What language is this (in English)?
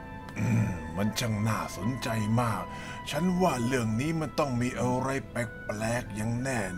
Thai